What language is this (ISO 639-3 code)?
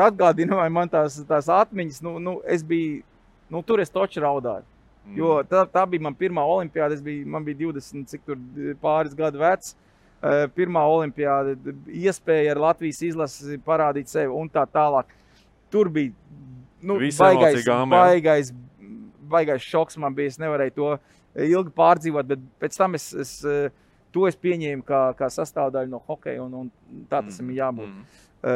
lav